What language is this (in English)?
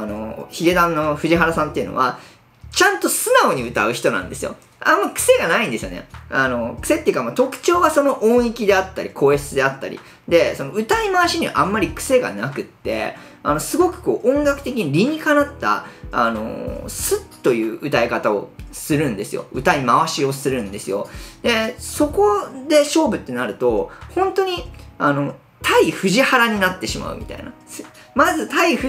Japanese